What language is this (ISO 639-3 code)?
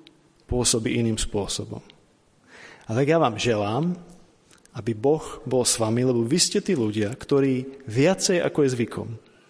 slk